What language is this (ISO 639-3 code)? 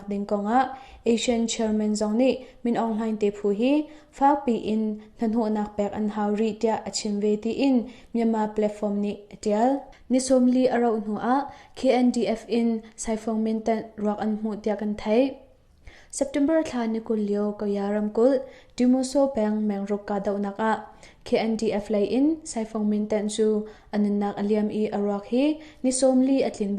cnh